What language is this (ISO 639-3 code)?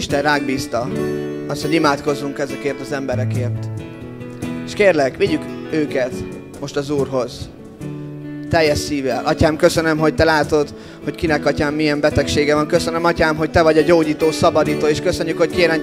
hun